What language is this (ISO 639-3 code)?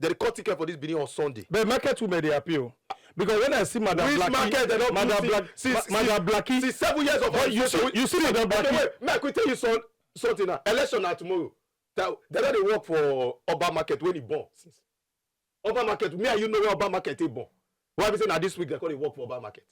pcm